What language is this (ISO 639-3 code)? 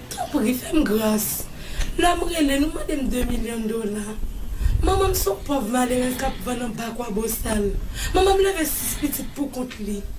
hat